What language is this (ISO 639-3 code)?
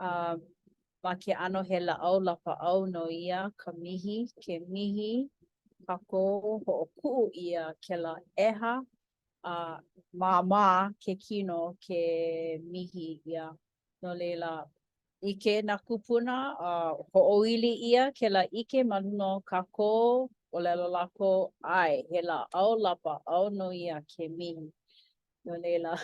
haw